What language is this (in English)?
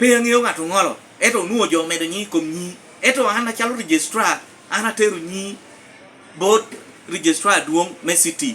Lango (Uganda)